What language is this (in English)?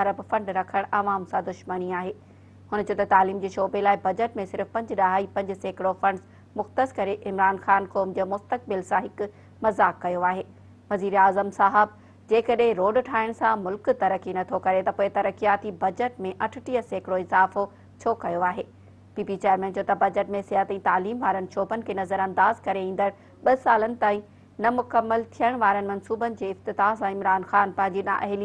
Sindhi